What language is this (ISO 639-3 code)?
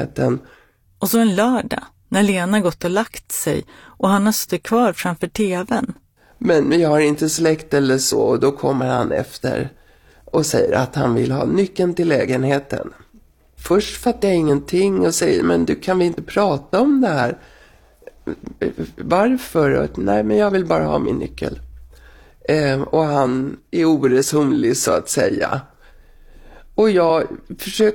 swe